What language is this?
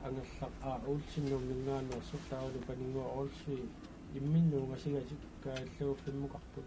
Kalaallisut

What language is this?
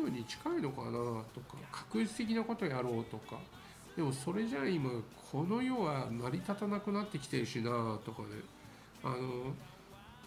Japanese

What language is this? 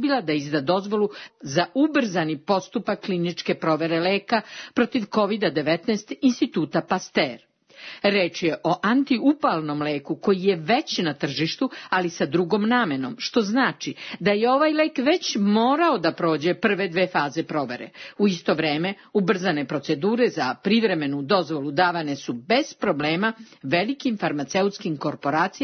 Serbian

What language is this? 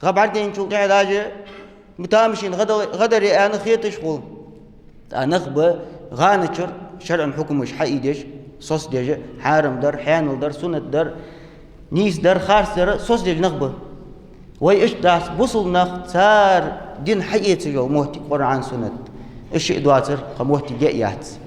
Ingush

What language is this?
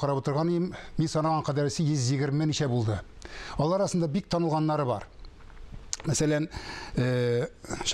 Tatar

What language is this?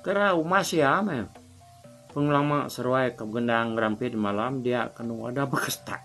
Iban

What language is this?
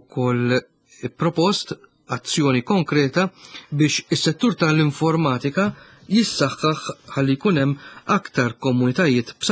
Maltese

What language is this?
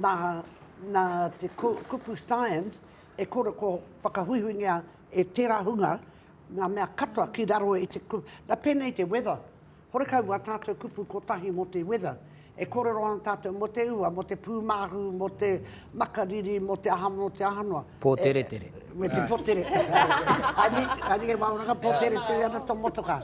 Māori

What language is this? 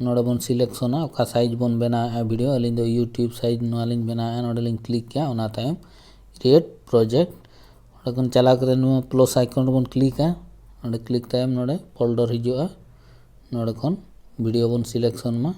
Santali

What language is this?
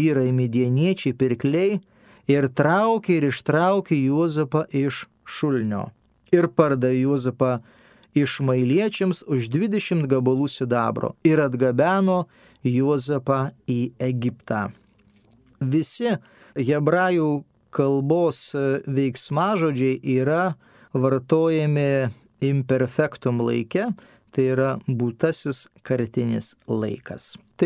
Lithuanian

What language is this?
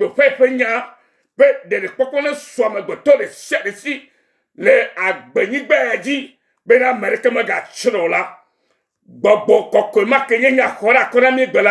Ewe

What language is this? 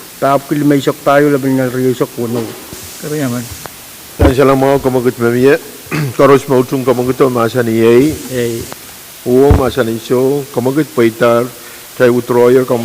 Pohnpeian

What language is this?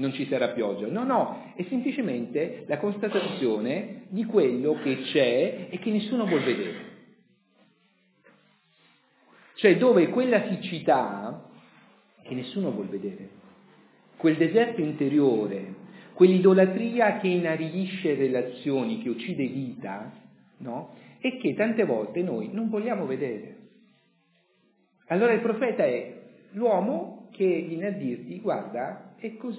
Italian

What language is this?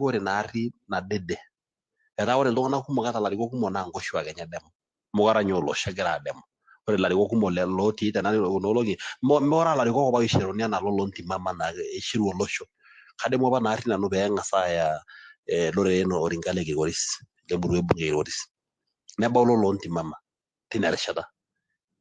Masai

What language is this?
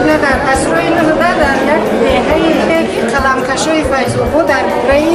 Tajik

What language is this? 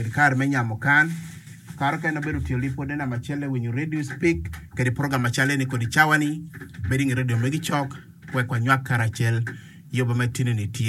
Acoli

